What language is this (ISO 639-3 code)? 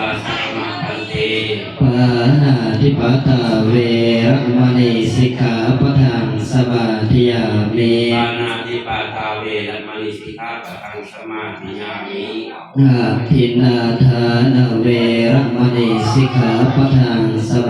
pli